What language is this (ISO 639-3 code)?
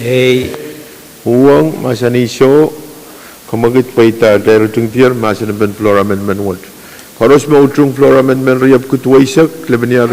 pon